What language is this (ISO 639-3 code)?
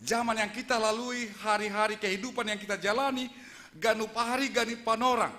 bts